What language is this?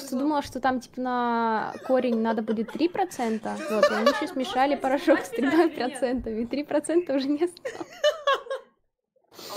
Russian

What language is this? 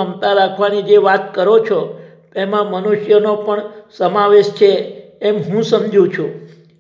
Gujarati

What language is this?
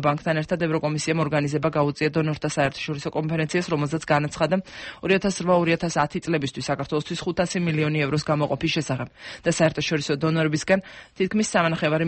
Georgian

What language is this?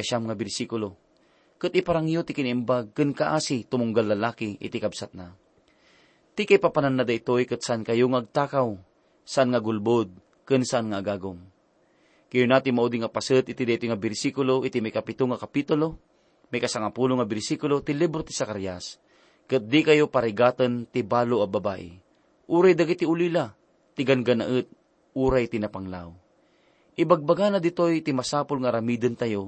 Iloko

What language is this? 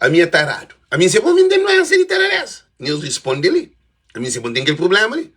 Kabuverdianu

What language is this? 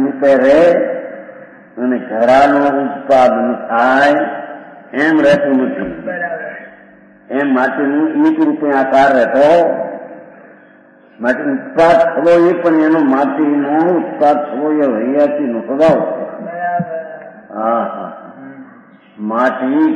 Gujarati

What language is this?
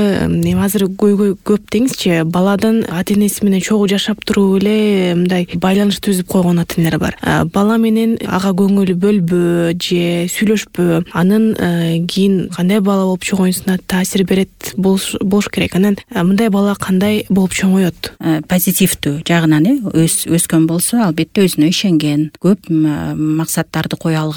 Kyrgyz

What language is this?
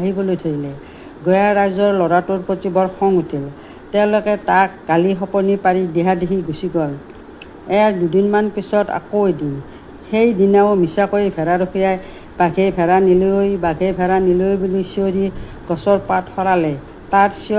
Assamese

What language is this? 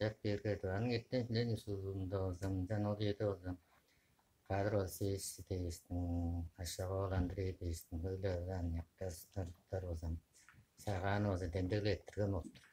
Tuvinian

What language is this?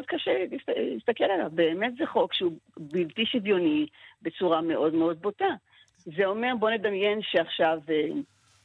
Hebrew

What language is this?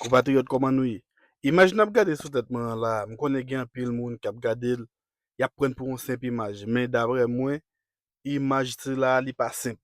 Haitian Creole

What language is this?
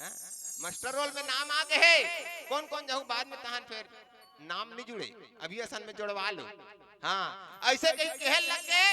Chhattisgarhi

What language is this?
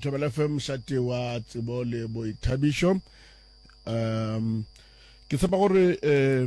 Northern Sotho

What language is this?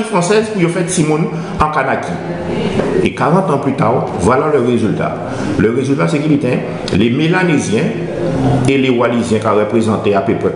Guadeloupean Creole French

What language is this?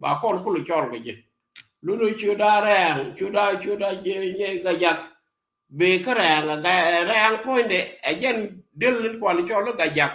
Nuer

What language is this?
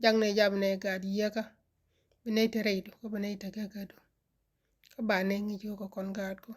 Nuer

